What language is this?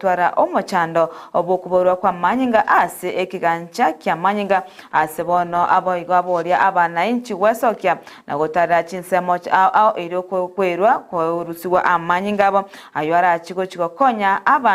Gusii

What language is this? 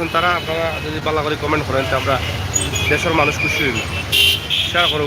Sylheti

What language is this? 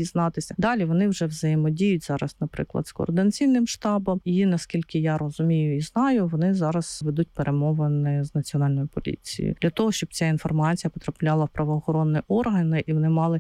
Ukrainian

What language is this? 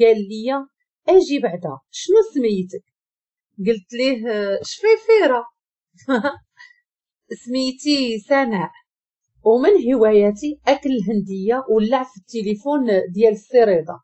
Moroccan Arabic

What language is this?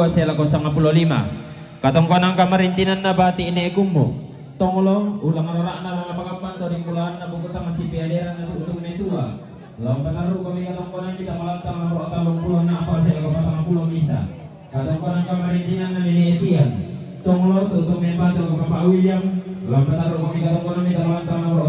Toraja-Sa'dan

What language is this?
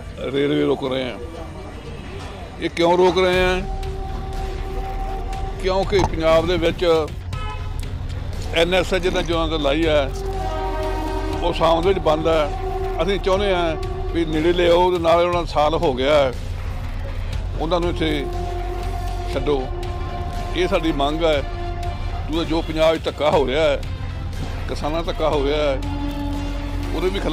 Punjabi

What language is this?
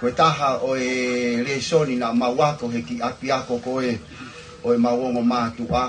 Tongan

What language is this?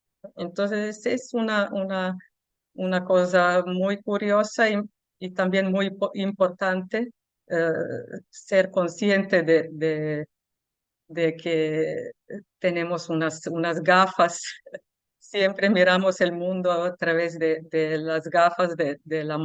Ladino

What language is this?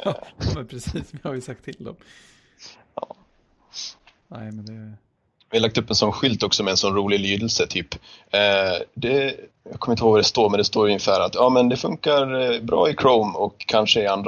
Swedish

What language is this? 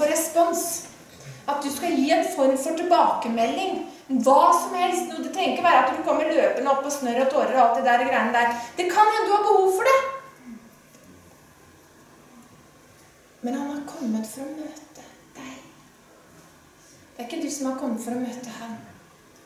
Norwegian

